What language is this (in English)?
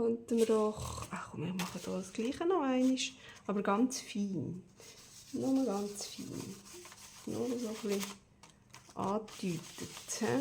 Swiss German